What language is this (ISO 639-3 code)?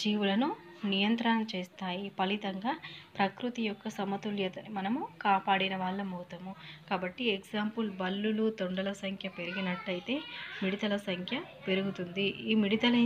tel